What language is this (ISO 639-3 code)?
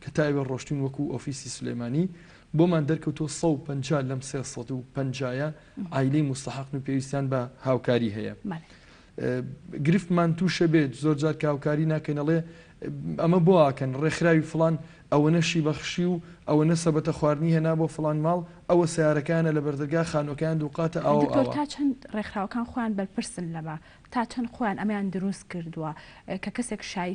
ckb